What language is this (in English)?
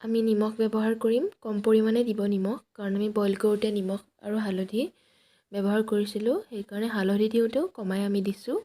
Assamese